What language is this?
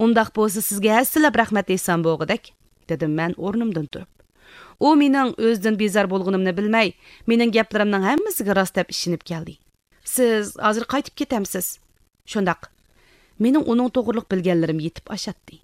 Uyghur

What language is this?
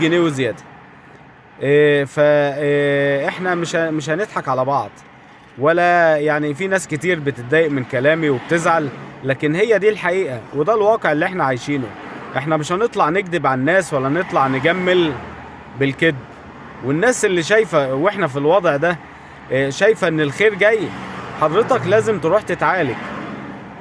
Egyptian Arabic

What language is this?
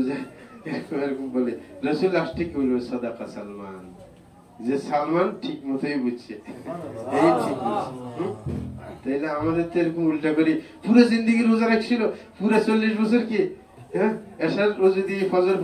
Bangla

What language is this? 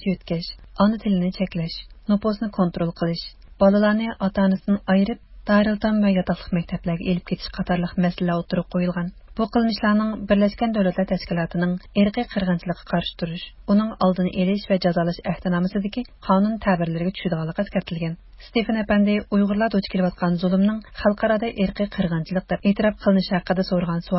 Uyghur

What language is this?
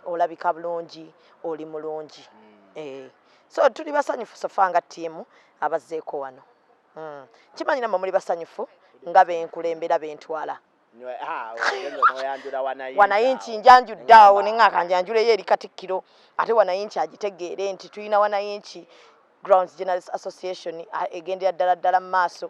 Ganda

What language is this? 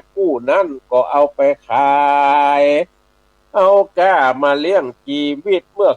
Northern Thai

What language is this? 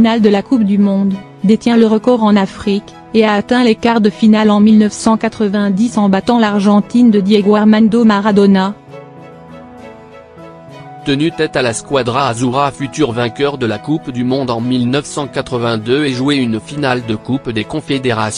French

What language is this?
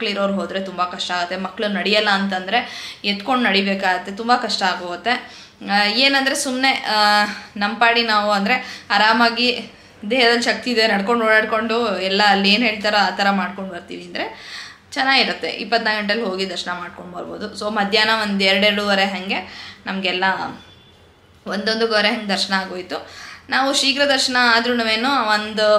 Kannada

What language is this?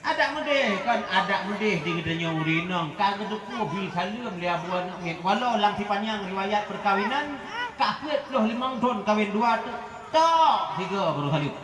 Achinese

